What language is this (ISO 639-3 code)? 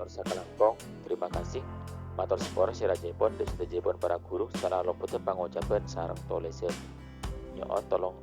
mad